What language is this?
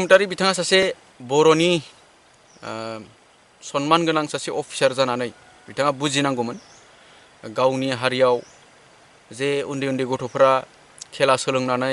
Bodo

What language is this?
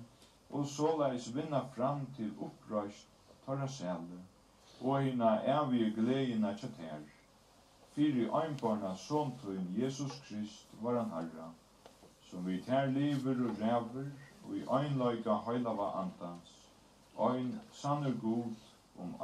Faroese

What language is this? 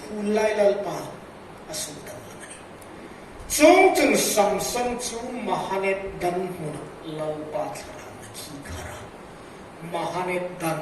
Hmar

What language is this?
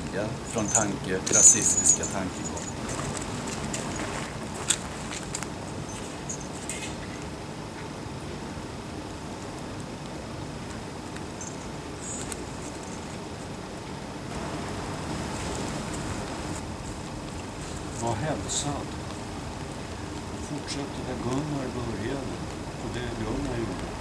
Swedish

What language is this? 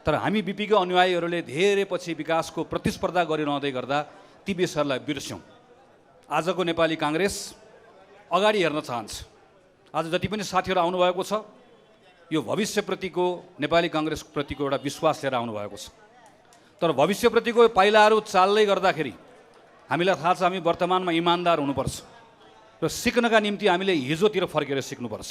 Nepali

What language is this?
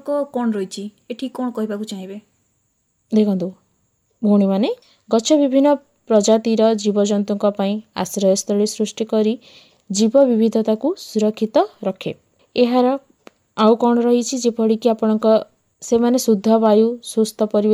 Odia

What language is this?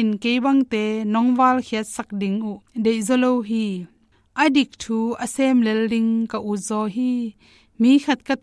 Tedim Chin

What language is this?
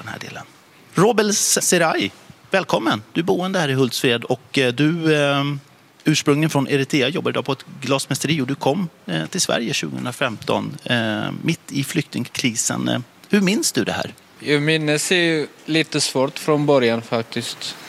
Swedish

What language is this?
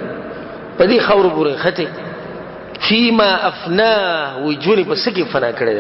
Pashto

